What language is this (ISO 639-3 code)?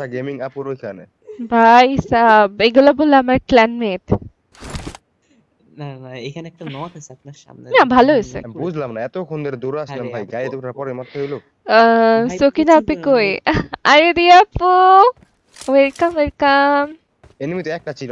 ben